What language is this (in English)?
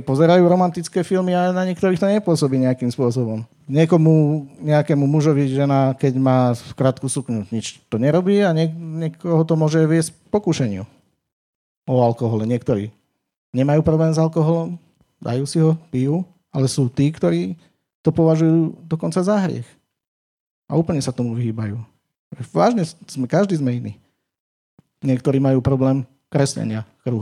Slovak